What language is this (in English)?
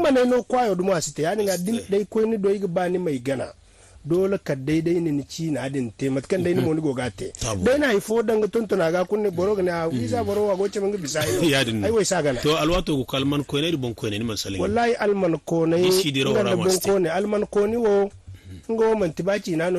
Zarma